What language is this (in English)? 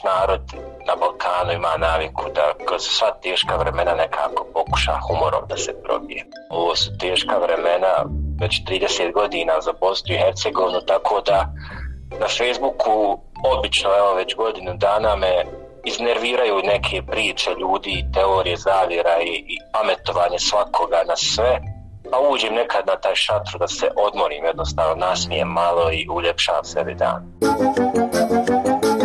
Bosnian